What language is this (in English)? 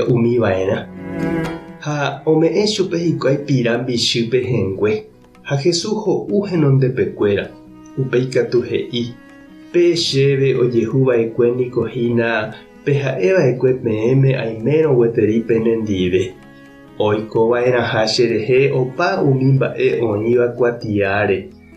Guarani